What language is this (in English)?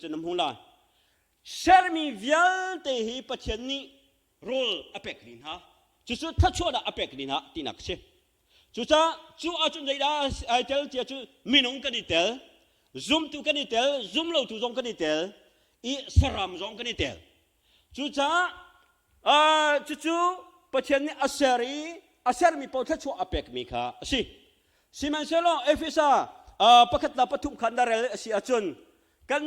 Hakha Chin